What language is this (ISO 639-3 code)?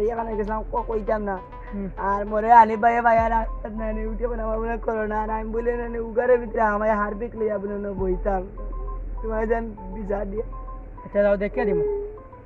syl